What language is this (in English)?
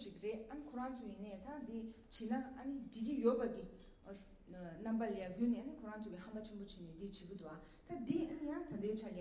Tibetan